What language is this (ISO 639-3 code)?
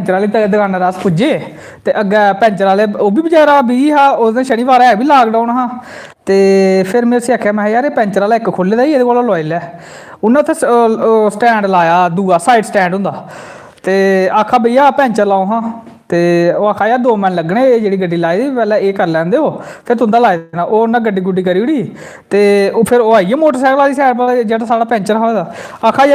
doi